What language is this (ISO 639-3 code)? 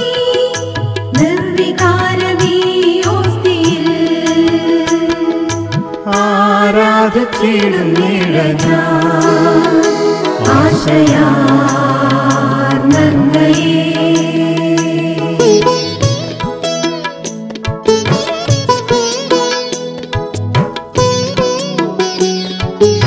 mal